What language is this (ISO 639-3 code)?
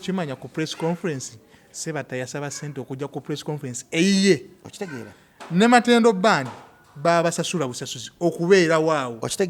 lug